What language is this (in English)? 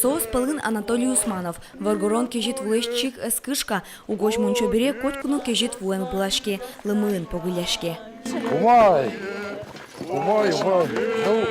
Udmurt